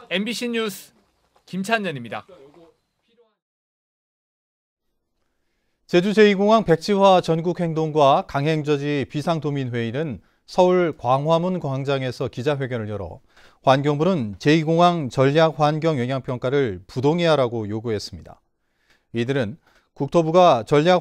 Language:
Korean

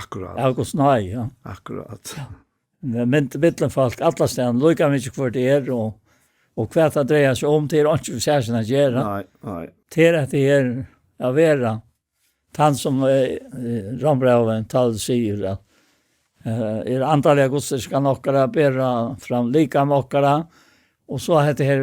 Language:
Faroese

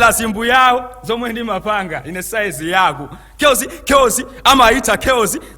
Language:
Nyanja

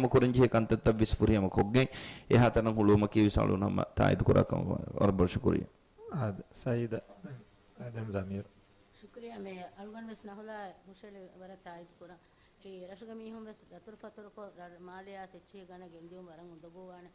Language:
Divehi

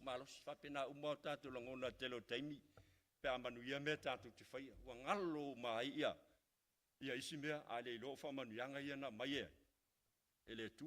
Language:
Samoan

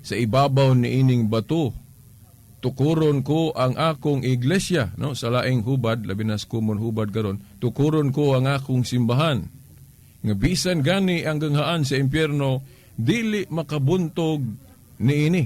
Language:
Cebuano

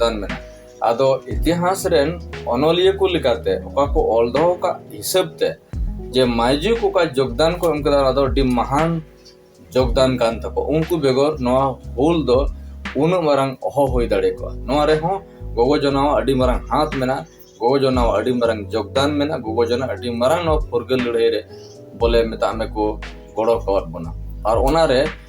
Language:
Santali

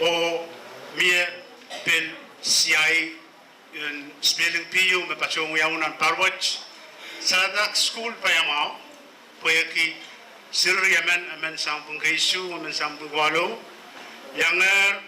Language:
Pohnpeian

